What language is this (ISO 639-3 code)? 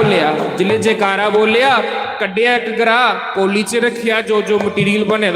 doi